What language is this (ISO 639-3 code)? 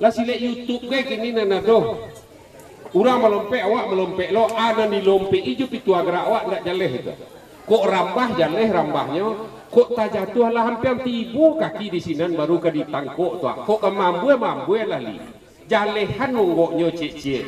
min